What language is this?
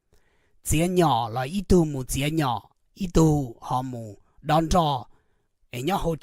Hmong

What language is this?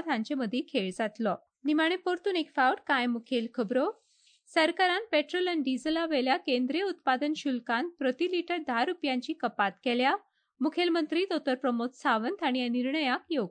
Konkani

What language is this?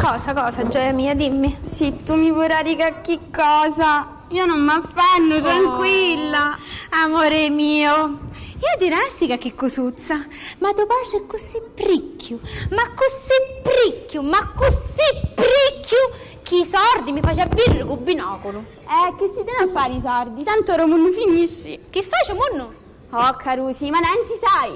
Sicilian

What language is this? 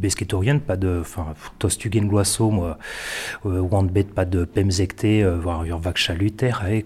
Breton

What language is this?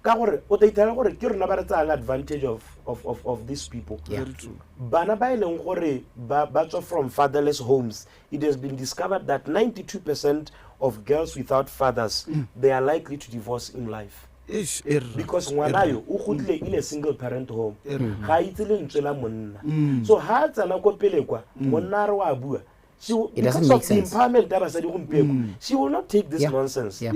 Tswana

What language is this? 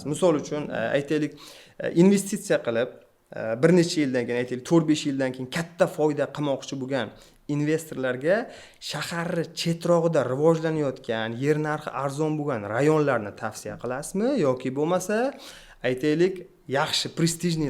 Uzbek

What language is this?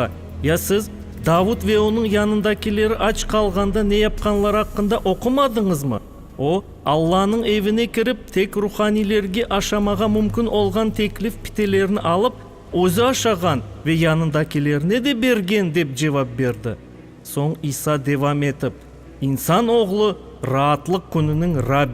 Crimean Tatar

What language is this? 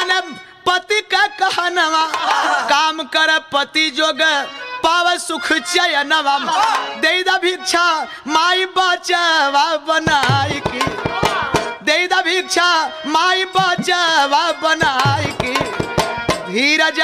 Bhojpuri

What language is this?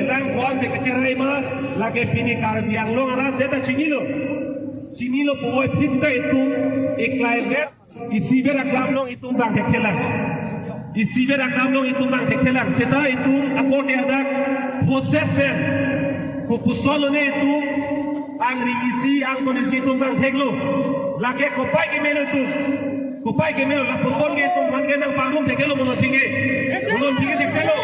Karbi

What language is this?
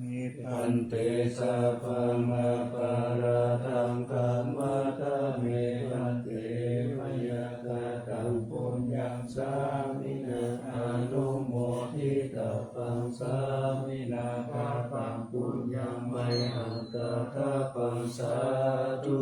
Pali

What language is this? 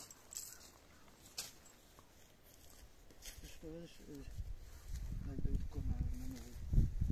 Ukrainian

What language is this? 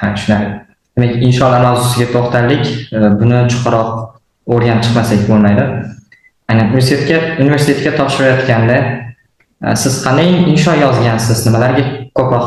Uzbek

